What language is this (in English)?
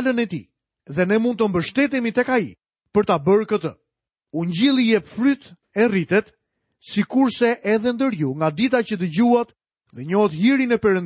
Albanian